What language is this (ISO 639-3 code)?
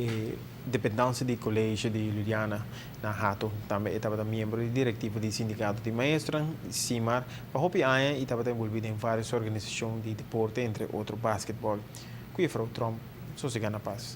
pap